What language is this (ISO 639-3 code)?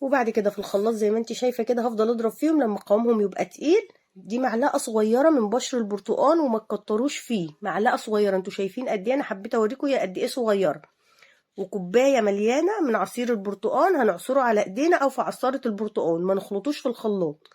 arz